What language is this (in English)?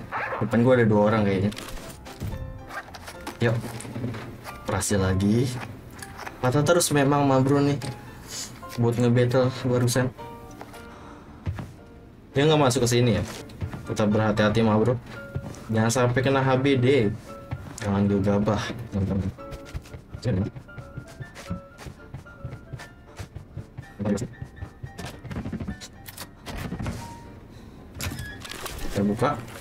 Indonesian